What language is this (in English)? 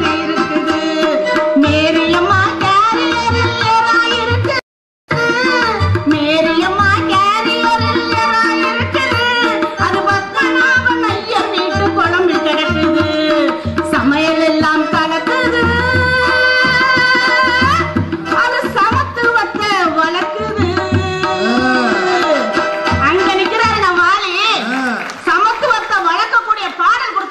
Tamil